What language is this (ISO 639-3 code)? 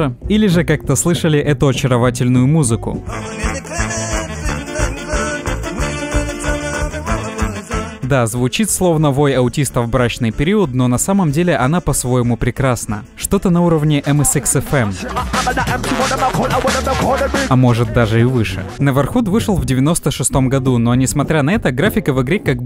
rus